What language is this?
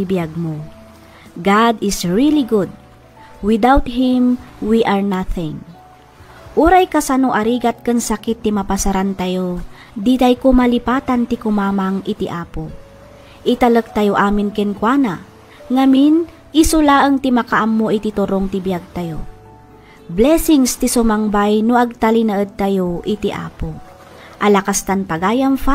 Iloko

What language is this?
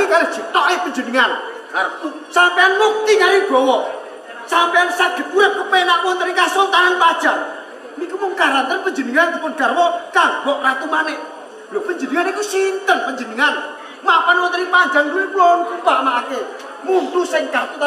Javanese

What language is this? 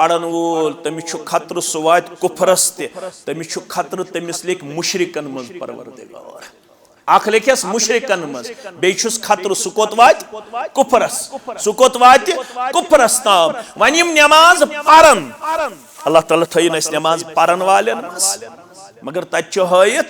Kashmiri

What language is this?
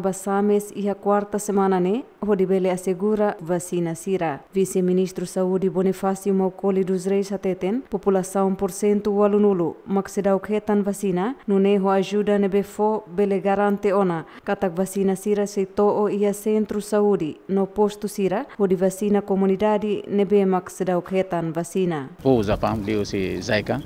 Tetum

